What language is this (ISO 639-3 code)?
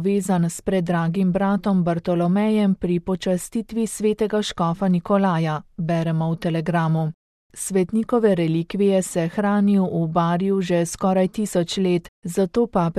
slv